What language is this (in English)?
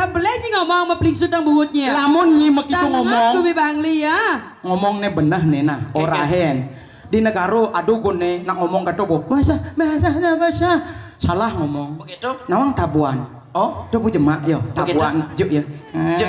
Balinese